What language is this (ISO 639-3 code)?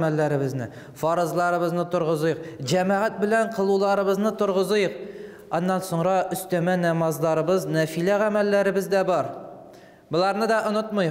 tat